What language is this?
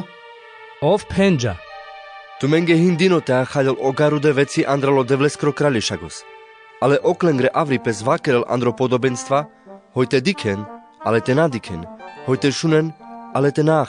Carpathian Romani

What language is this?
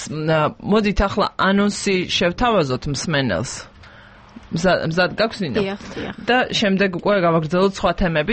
Georgian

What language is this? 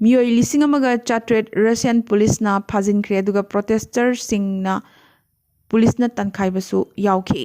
Manipuri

